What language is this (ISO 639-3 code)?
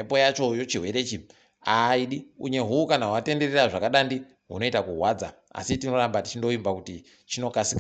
ndc